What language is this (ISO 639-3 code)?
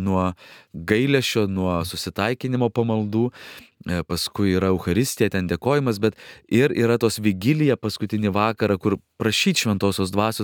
lit